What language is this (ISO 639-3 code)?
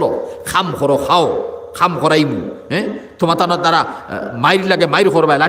syl